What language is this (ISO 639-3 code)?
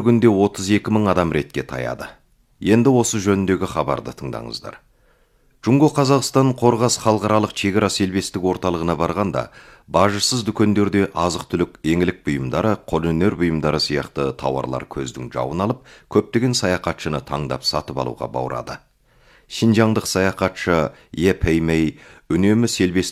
kaz